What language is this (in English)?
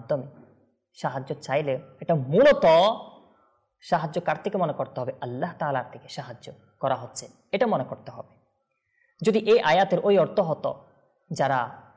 Bangla